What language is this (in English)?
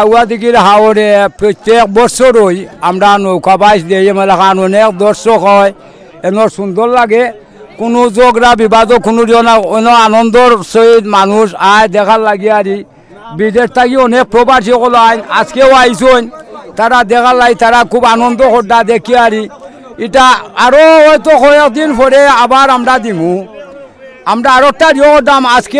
Sylheti